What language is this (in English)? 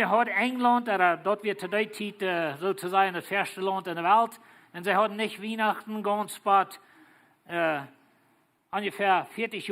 Plautdietsch